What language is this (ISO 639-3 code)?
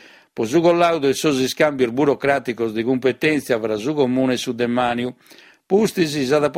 srd